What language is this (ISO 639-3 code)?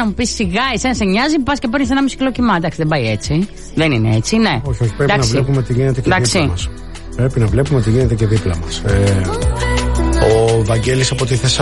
ell